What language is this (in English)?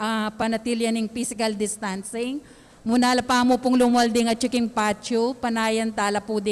Pampanga